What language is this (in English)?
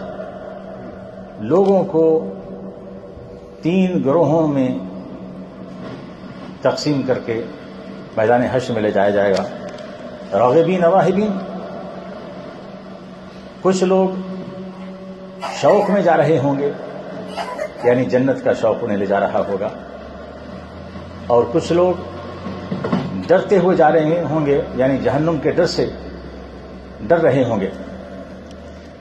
Urdu